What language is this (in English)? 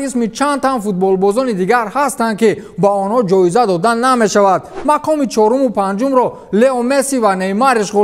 Tajik